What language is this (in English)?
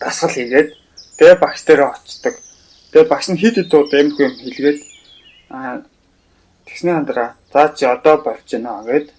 Mongolian